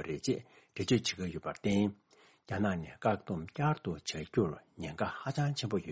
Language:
Tibetan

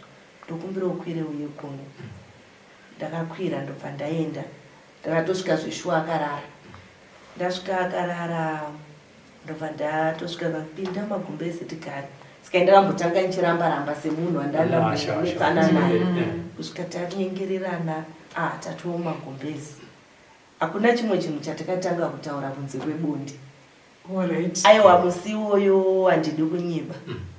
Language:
Shona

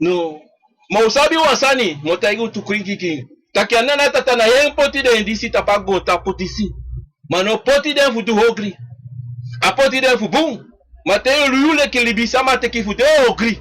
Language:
Sranan Tongo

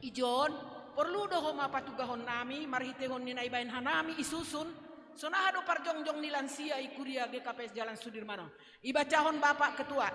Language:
Batak Simalungun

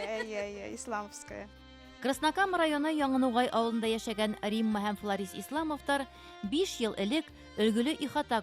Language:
Bashkir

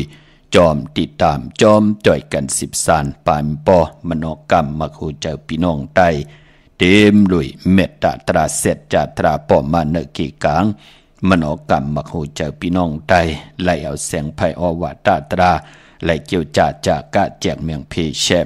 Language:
Shan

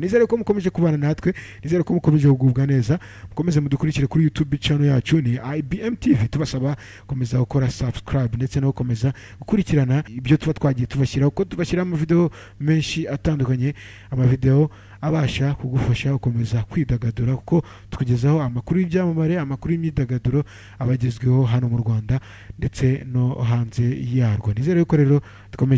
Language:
Kinyarwanda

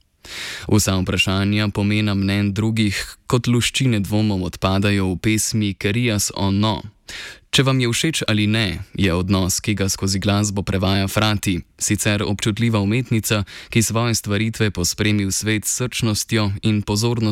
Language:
Slovenian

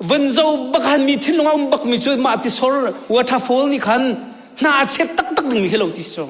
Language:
Hakha Chin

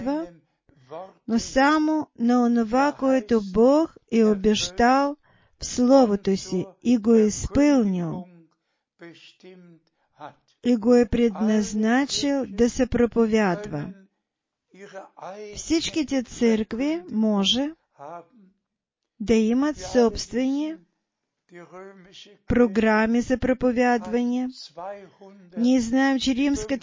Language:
Bulgarian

